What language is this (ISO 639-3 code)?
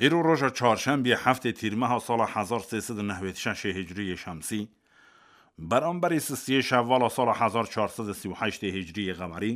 kur